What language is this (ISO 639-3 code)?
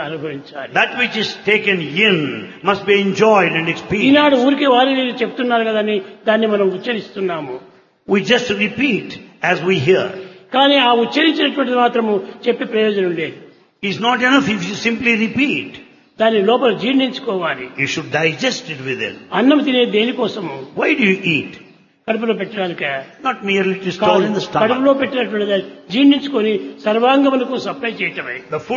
tel